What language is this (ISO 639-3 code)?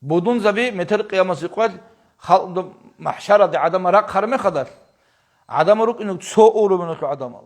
ava